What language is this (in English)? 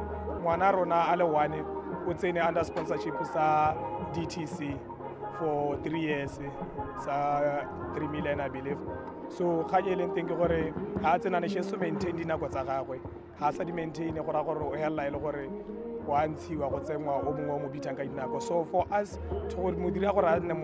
Tswana